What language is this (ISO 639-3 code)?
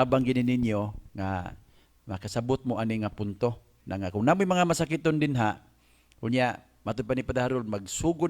ceb